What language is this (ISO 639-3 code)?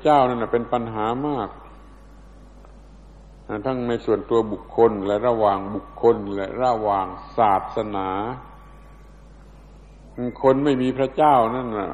tha